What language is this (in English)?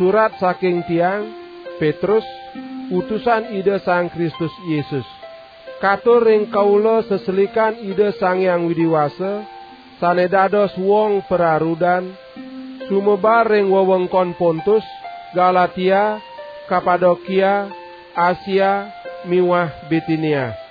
Balinese